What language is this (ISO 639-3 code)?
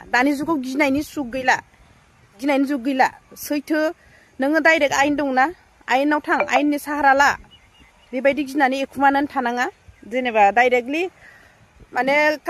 brx